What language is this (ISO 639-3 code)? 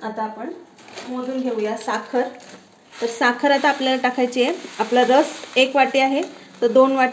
mar